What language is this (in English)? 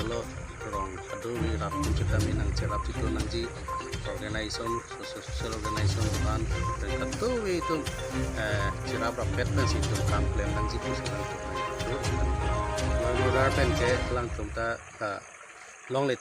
Karbi